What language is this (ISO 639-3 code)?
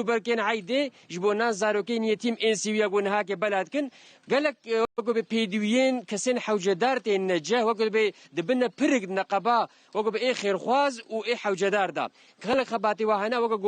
kur